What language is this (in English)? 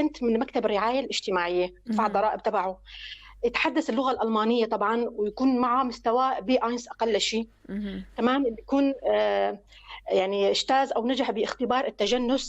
North Levantine Arabic